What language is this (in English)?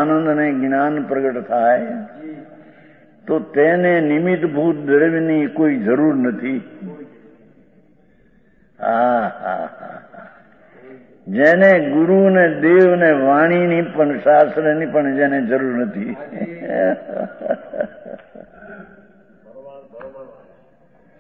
Gujarati